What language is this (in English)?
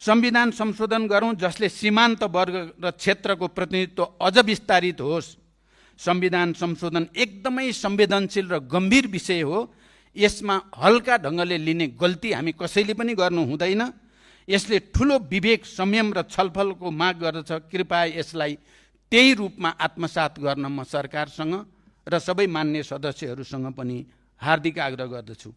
Nepali